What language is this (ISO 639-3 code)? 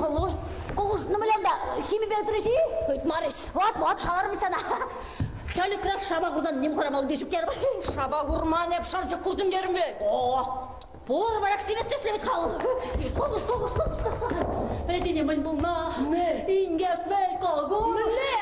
chv